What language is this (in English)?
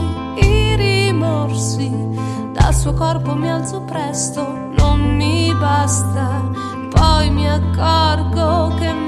Italian